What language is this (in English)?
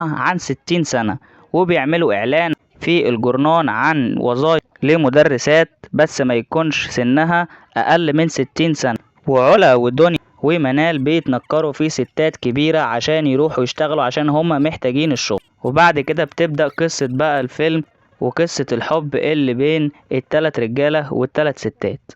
Egyptian Arabic